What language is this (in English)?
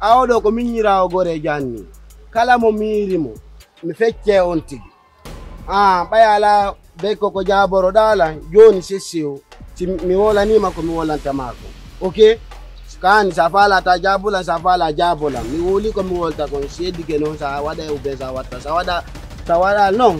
Pular